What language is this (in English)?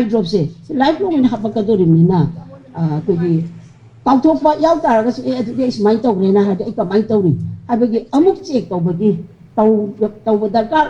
Manipuri